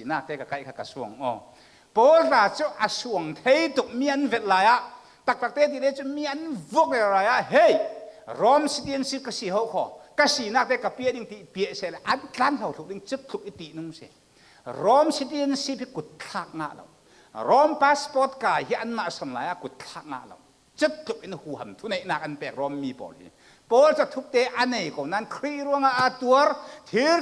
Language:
Falam Chin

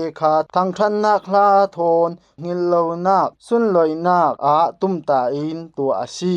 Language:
Falam Chin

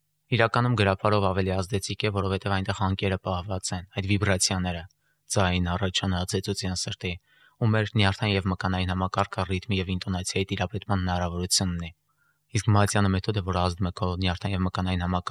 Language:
Armenian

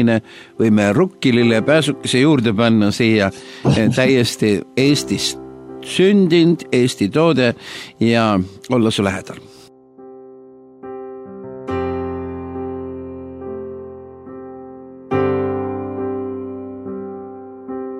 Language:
Estonian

